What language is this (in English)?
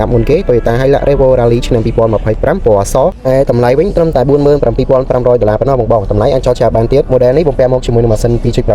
Khmer